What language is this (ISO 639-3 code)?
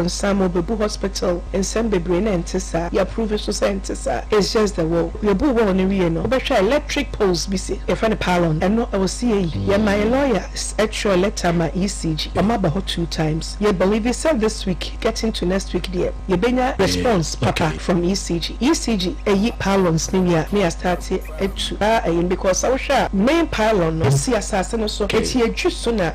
aka